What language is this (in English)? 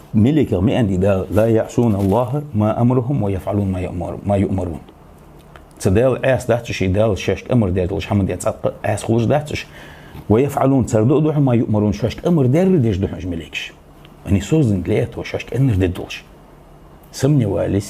Ingush